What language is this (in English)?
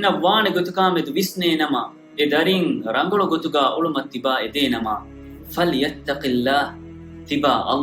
Divehi